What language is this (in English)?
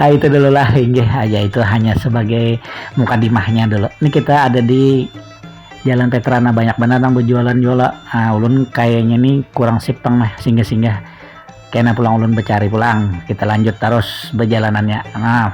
Banjar